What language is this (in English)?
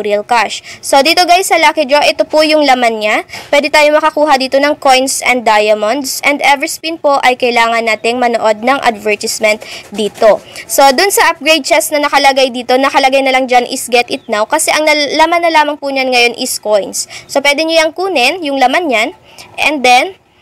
Filipino